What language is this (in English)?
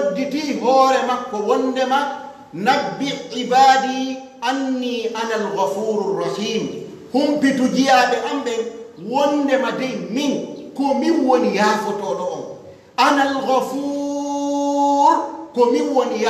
Pular